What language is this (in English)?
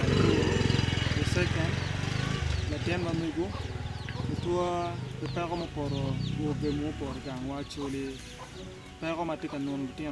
Acoli